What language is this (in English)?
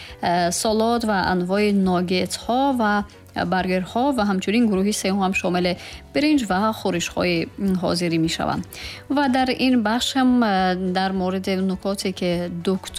Persian